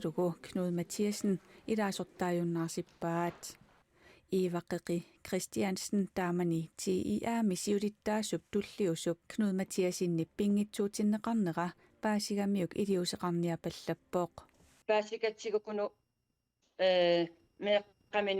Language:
Kalaallisut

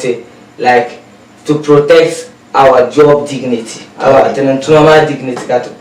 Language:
Dagbani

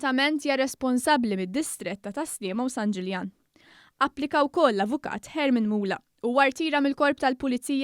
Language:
Maltese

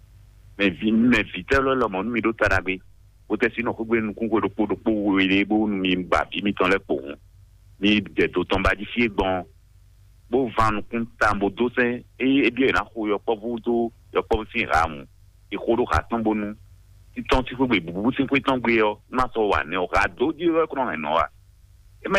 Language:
Fon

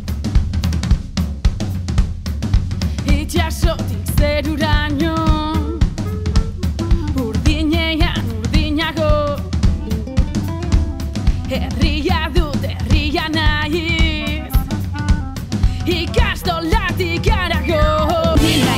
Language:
Basque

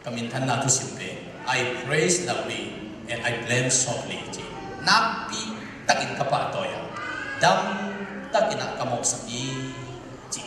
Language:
Tedim Chin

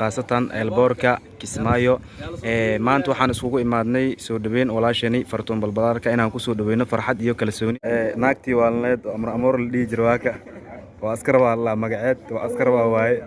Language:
Somali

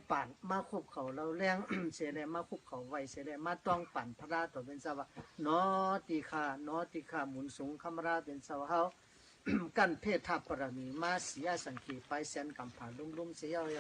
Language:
Shan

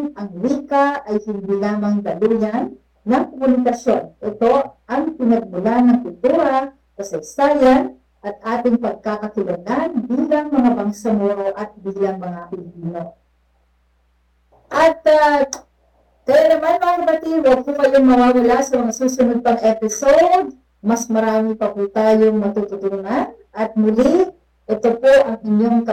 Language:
Filipino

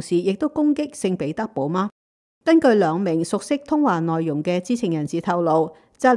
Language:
Cantonese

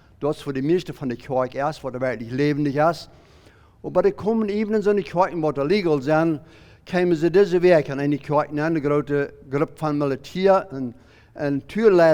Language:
Plautdietsch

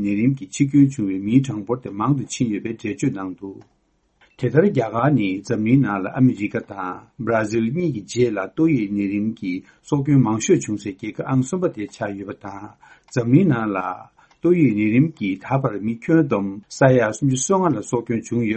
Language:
Tibetan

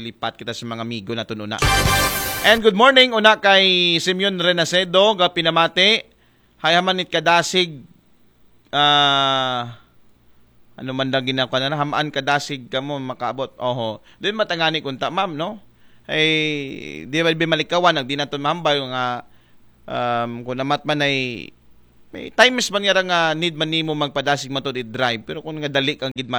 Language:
Aklanon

